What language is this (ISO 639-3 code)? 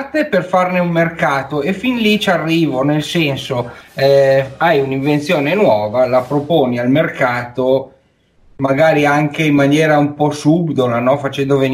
ita